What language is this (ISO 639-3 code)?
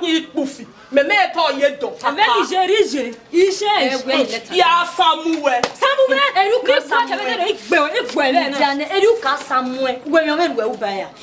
bin